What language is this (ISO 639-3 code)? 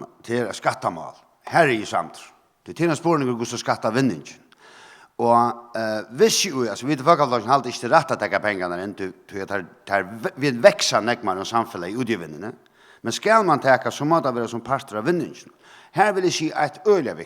fao